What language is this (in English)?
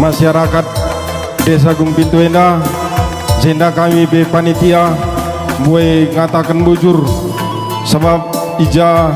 Batak Karo